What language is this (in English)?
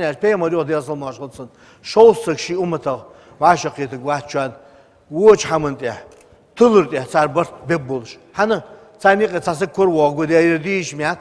Ingush